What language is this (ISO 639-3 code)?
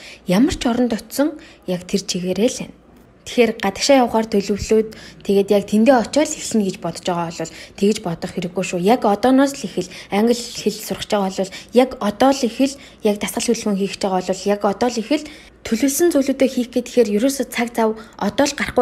mon